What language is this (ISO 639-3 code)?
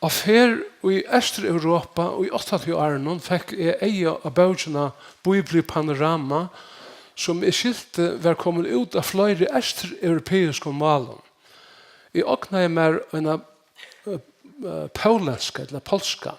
fao